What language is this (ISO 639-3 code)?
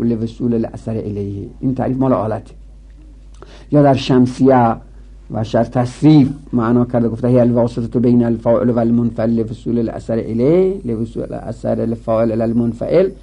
fas